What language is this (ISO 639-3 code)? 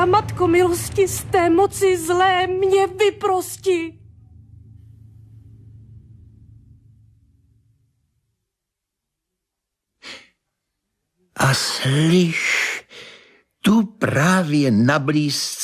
ces